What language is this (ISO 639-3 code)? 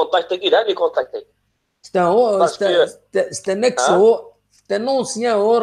kab